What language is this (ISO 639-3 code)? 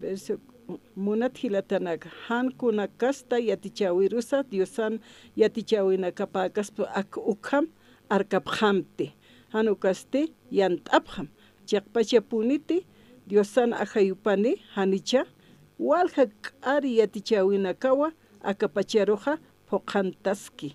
aym